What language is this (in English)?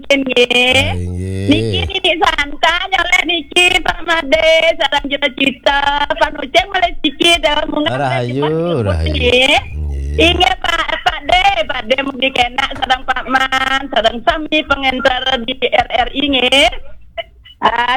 Balinese